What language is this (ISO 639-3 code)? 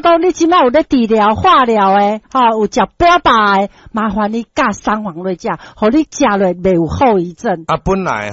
nan